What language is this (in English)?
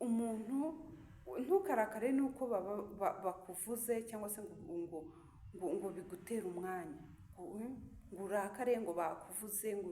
Kinyarwanda